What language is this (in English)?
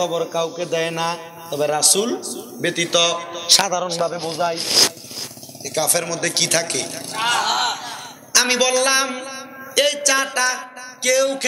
Bangla